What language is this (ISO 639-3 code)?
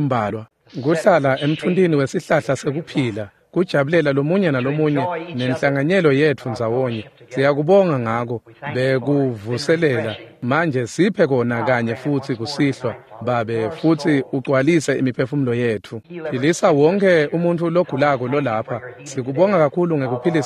ssw